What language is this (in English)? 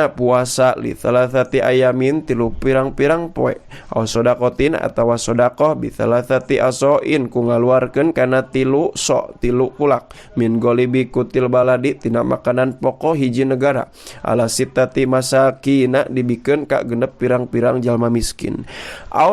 Sundanese